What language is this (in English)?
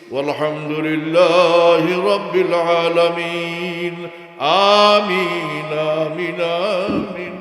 Sylheti